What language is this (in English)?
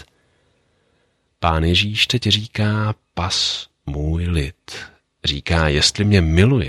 Czech